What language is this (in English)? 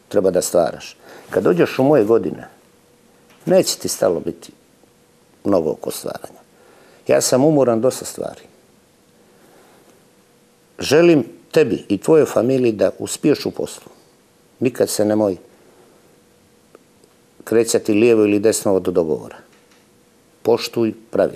Serbian